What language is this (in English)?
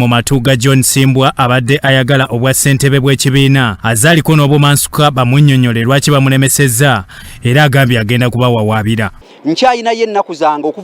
Ganda